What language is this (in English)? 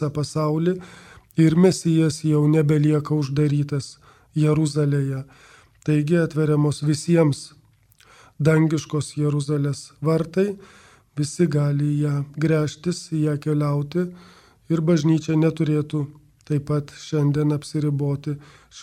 Lithuanian